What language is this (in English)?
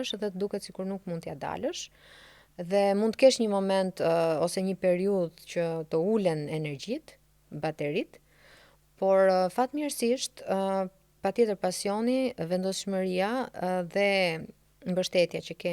Albanian